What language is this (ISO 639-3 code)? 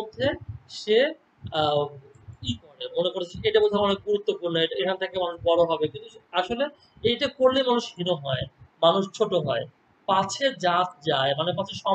ben